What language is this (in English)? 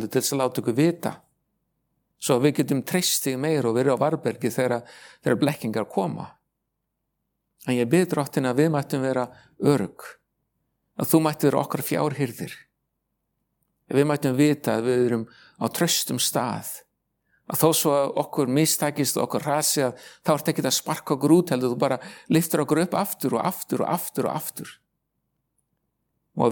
Icelandic